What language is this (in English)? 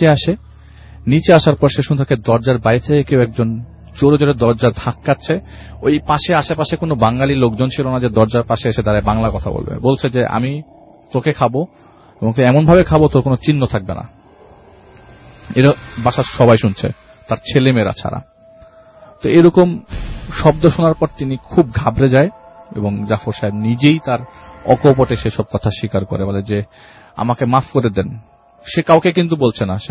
Bangla